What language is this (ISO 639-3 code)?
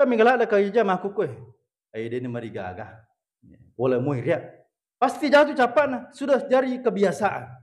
bug